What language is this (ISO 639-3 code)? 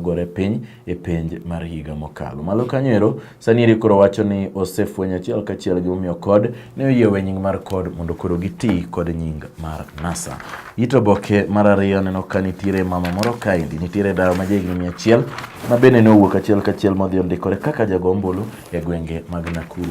luo